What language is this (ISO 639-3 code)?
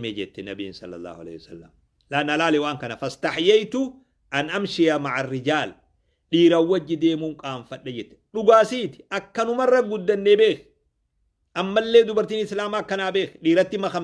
orm